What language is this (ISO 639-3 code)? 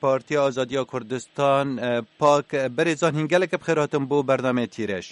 kur